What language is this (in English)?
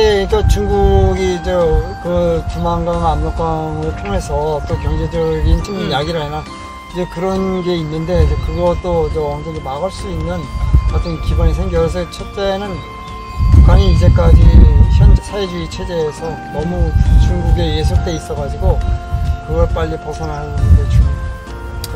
Korean